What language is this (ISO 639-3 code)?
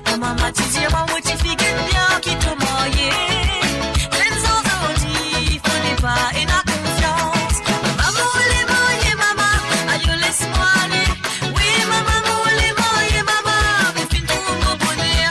mfe